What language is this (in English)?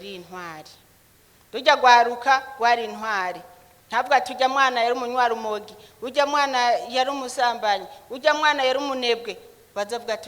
Rundi